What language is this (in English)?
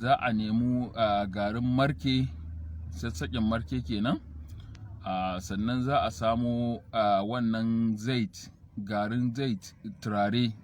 Hausa